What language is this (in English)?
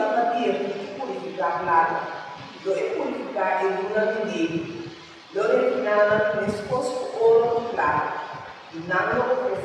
Papiamento